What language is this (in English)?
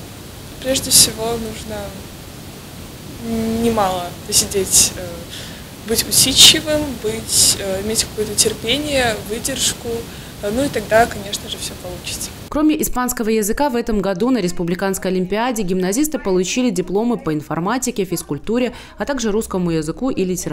Russian